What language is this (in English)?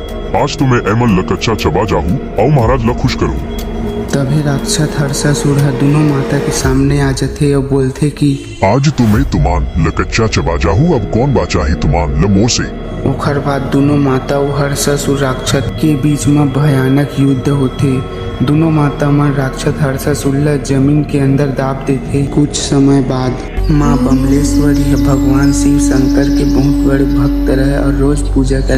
Chhattisgarhi